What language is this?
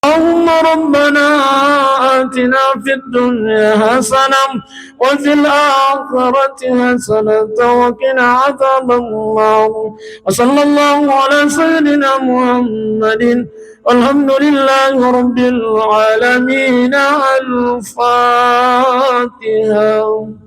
Buginese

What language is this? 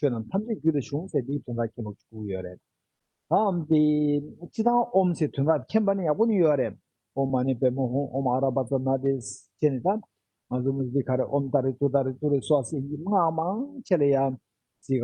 Tibetan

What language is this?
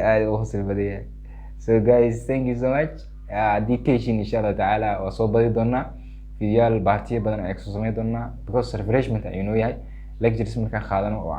Somali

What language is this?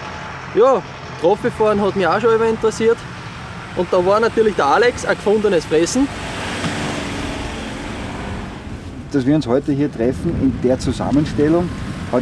German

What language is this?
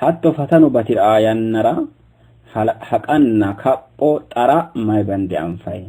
Sidamo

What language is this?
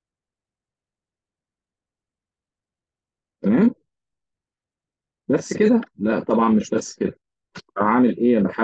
Egyptian Arabic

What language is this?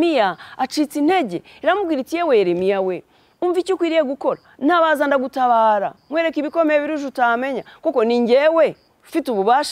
Kinyarwanda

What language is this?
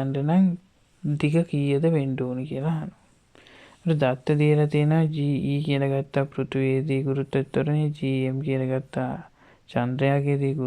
Sinhala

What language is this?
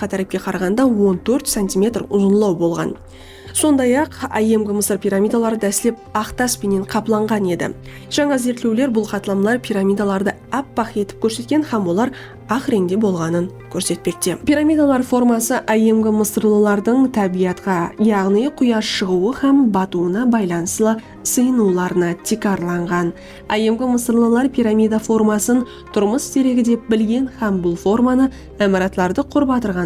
Kara-Kalpak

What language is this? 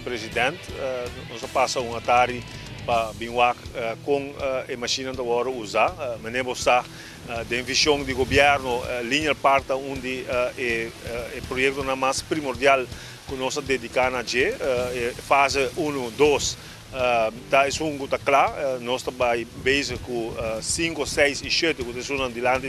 Papiamento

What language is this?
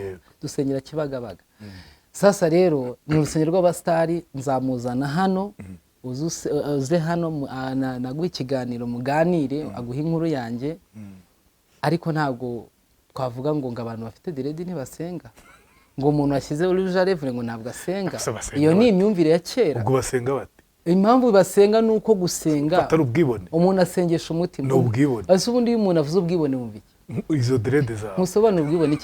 Kinyarwanda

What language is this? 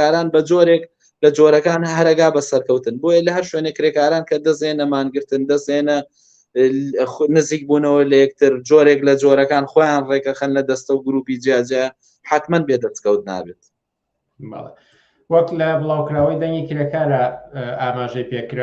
Central Kurdish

